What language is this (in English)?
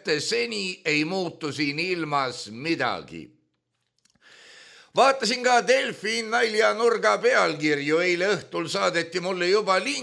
Estonian